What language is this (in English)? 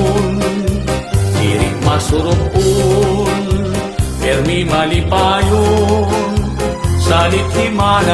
Waray